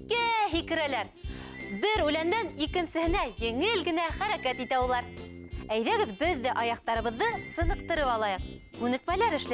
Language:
Bashkir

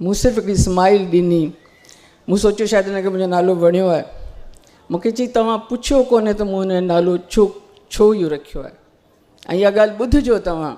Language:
Sindhi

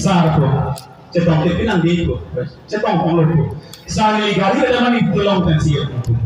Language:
Karbi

